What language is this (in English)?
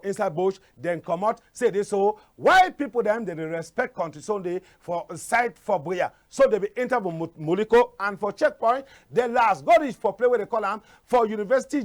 Cameroon Pidgin